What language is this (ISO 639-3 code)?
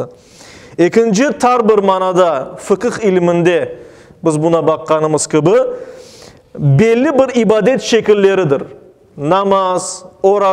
crh